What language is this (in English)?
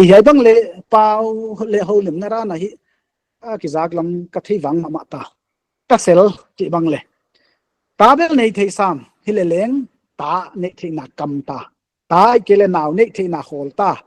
Paite Chin